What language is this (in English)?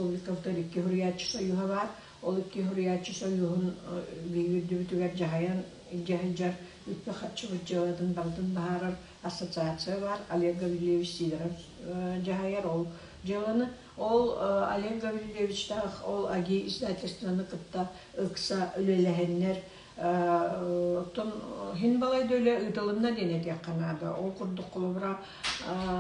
Yakut